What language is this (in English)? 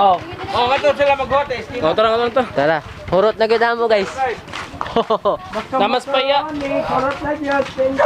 Cebuano